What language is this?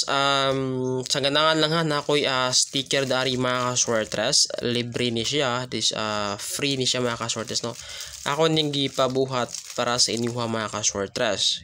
Cebuano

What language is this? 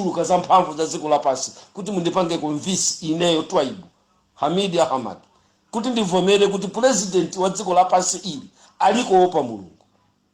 Nyanja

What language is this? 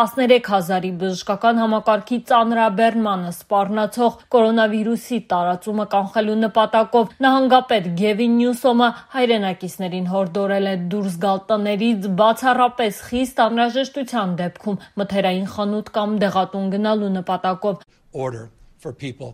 Armenian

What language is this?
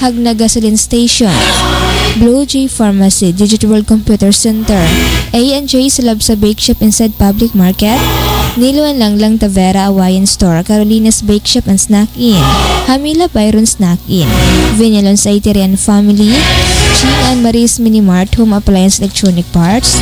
Cebuano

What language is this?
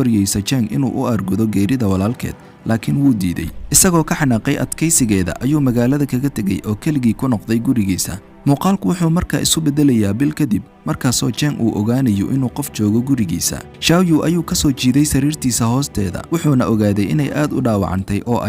Somali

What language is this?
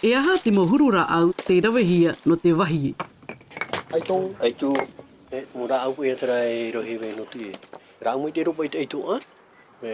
Tahitian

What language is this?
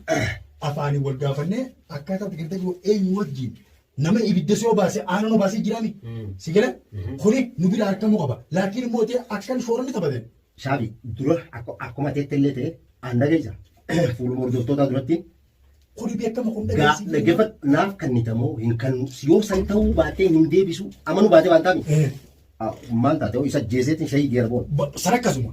Oromo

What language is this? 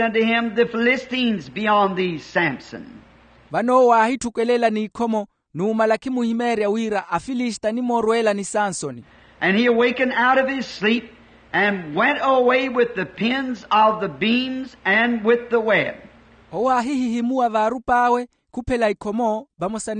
Makhuwa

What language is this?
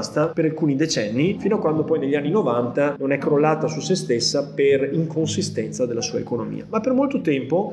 Italian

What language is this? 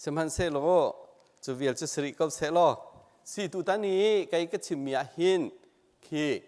Hakha Chin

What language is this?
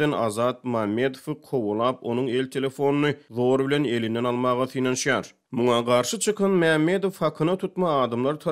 Turkmen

